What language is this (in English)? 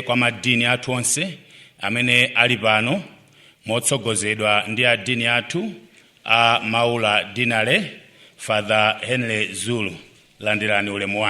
Nyanja